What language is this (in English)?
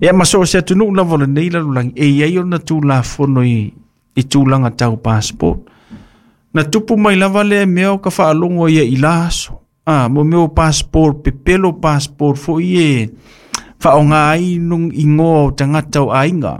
Samoan